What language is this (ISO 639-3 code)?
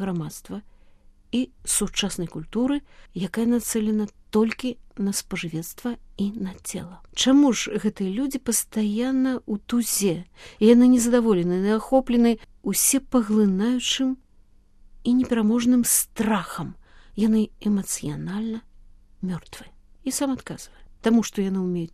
bel